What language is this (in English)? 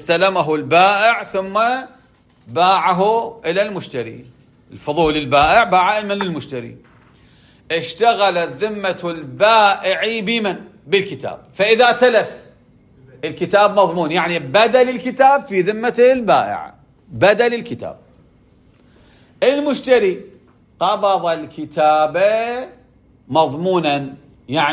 Arabic